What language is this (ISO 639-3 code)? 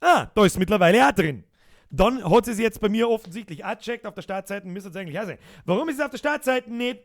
bar